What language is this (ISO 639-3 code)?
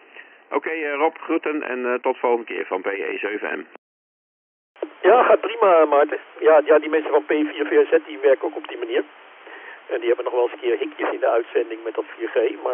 nld